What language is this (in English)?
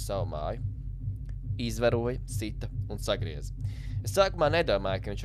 Latvian